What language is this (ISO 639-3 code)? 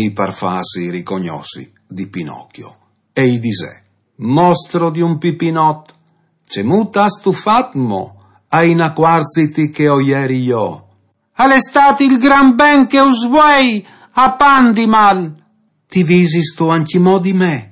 fur